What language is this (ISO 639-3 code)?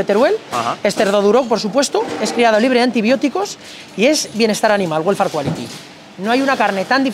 spa